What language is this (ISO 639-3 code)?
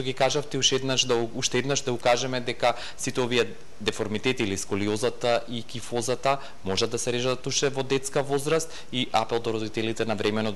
mkd